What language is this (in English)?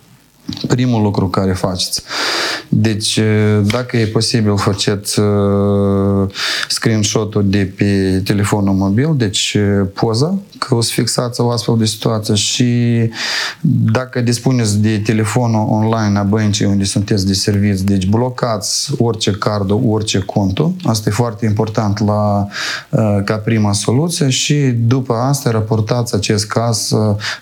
Romanian